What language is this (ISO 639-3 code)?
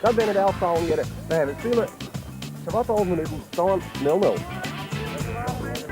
fry